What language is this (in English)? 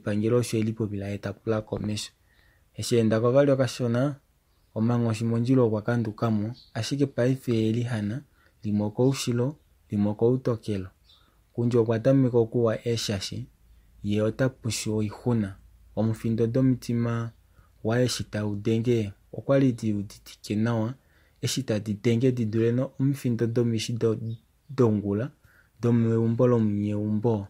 Kuanyama